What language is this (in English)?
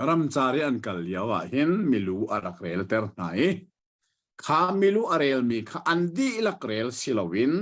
Hakha Chin